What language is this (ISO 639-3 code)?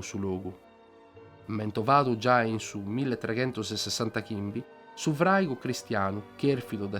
srd